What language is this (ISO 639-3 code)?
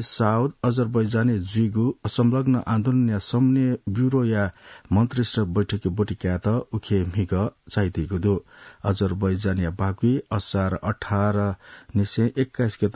new